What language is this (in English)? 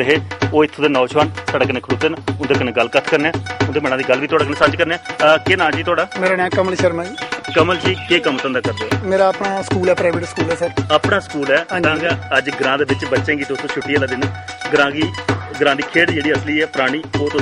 Dogri